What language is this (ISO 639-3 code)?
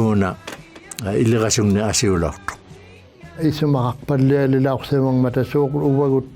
iku